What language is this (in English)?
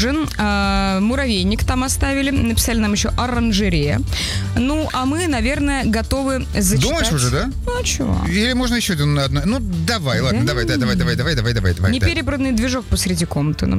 Russian